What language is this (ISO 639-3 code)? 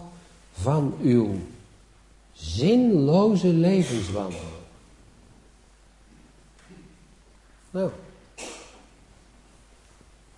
nld